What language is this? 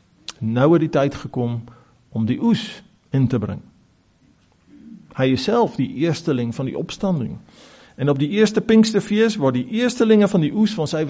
Afrikaans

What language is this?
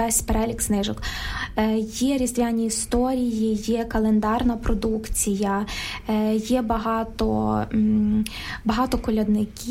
Ukrainian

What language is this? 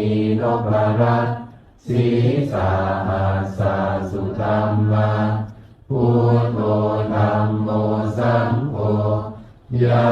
Pali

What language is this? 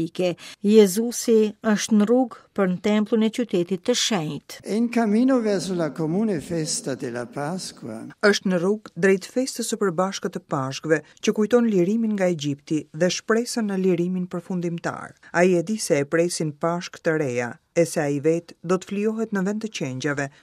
Albanian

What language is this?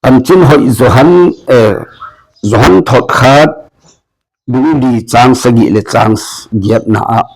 Tedim Chin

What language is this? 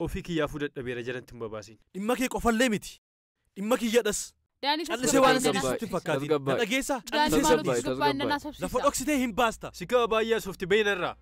Oromo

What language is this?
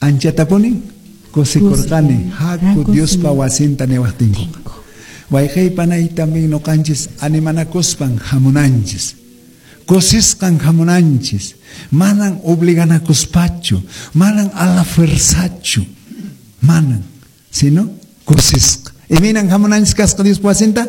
Quechua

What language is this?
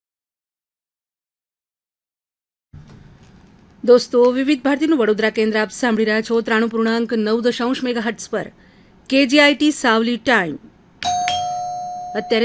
Gujarati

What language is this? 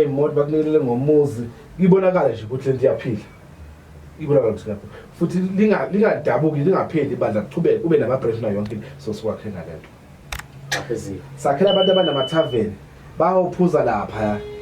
Zulu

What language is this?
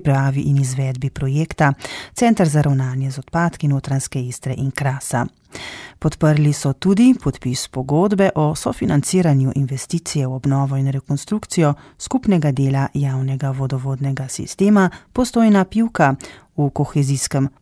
Slovenian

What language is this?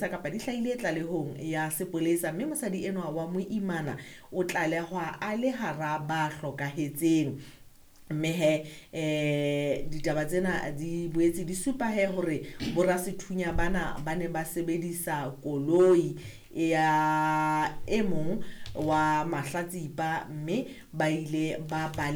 Southern Sotho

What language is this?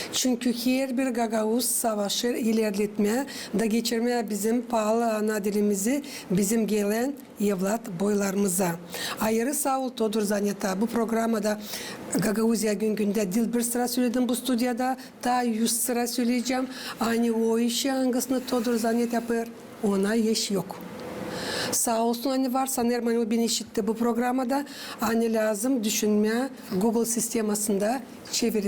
Gagauz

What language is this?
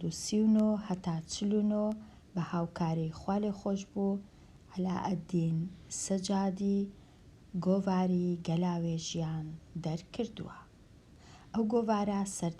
Central Kurdish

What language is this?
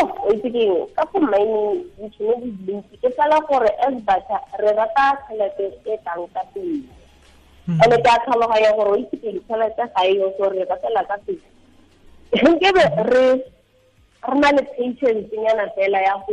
Tswana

